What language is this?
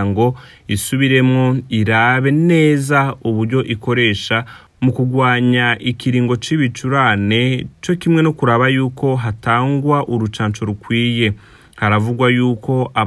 Rundi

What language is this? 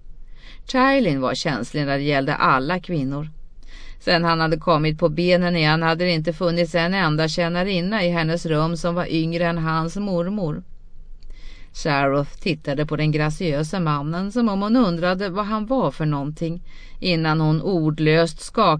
Swedish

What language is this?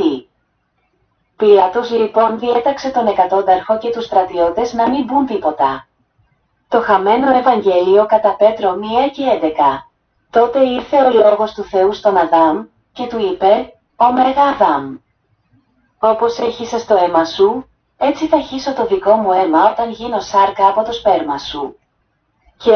Greek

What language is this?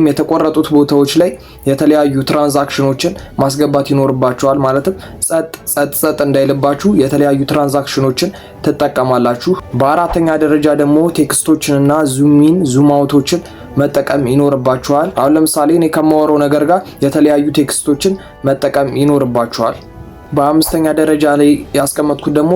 Amharic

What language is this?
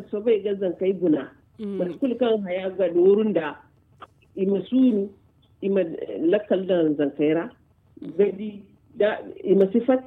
Zarma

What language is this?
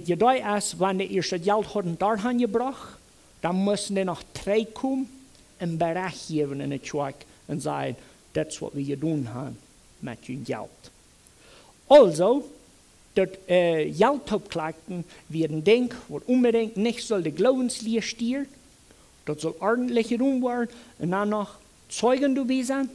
Plautdietsch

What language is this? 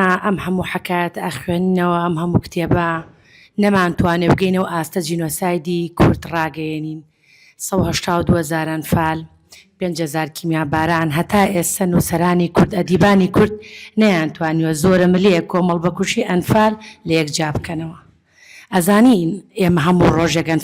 Central Kurdish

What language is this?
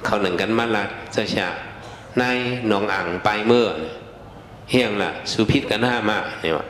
Shan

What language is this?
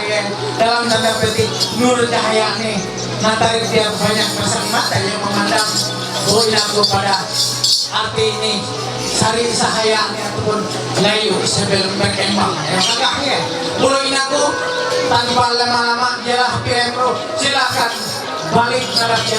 Ma'anyan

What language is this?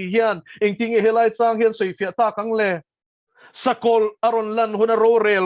Mizo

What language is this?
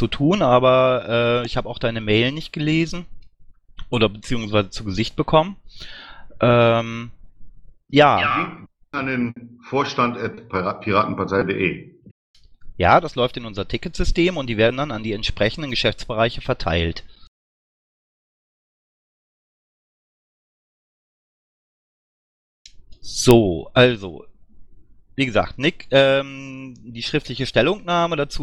German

